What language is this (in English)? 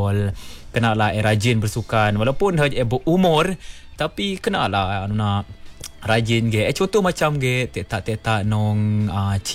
Malay